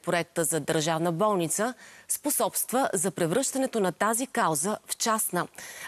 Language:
Bulgarian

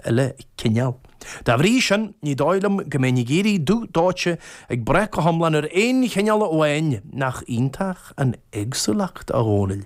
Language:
Irish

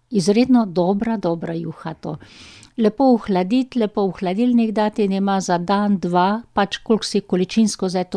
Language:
Slovenian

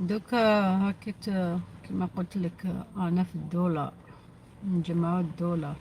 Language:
Algerian Arabic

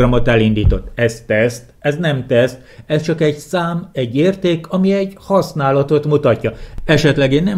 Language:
Hungarian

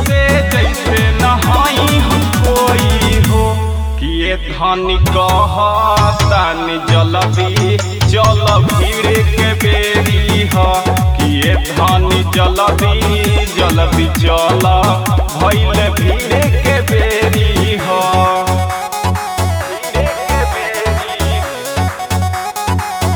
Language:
Bhojpuri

